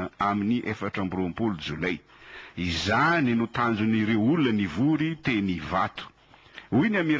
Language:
Malagasy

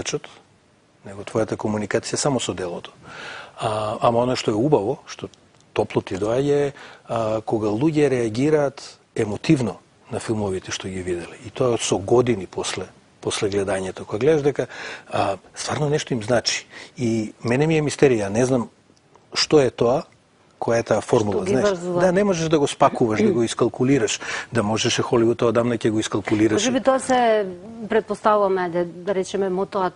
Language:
Macedonian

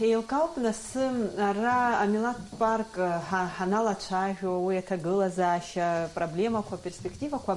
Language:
Abkhazian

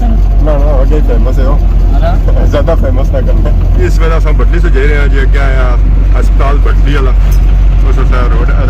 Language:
Pahari-Potwari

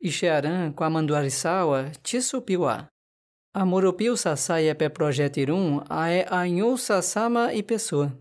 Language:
Nheengatu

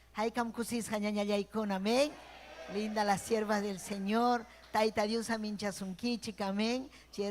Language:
Ayacucho Quechua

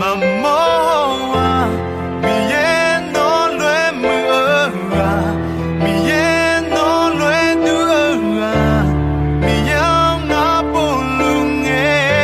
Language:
Akha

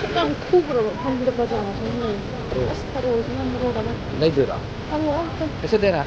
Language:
Manipuri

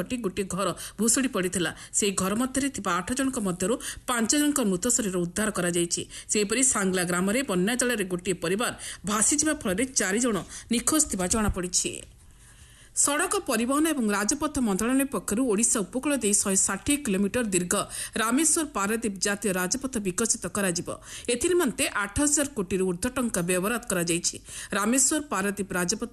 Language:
Odia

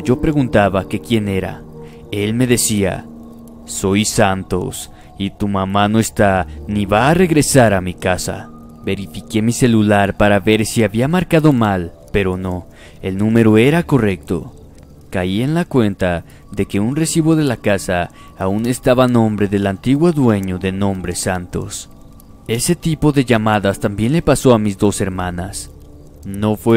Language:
Spanish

